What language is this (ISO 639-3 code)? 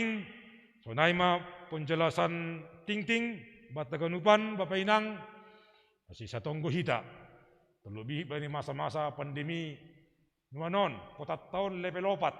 bts